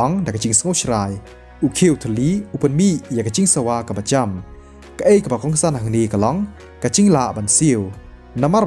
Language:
Khasi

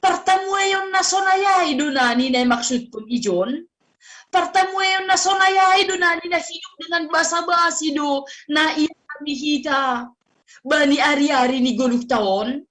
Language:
Batak Simalungun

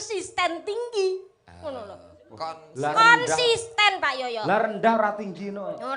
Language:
Javanese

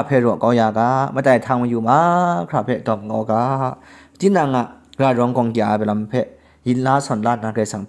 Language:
Kachin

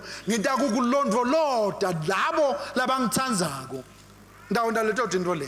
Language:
Swati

